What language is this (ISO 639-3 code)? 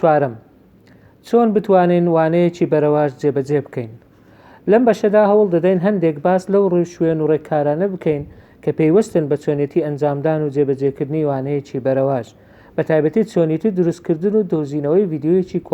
ckb